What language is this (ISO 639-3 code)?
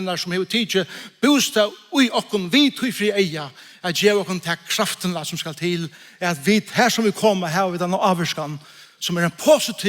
fao